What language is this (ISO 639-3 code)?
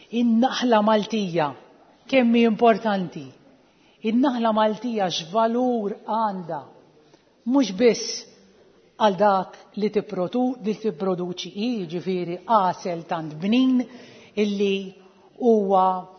mlt